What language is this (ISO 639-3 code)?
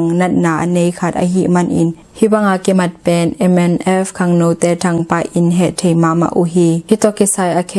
ctd